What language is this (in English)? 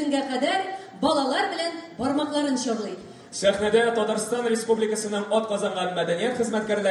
Tatar